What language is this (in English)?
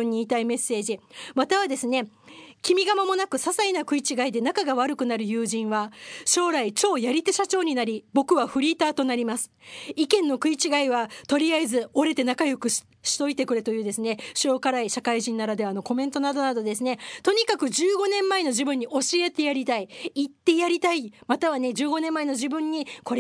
Japanese